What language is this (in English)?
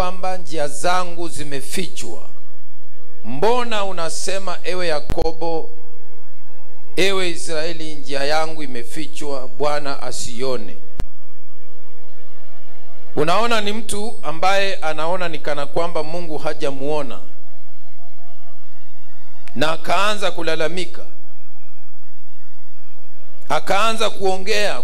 Swahili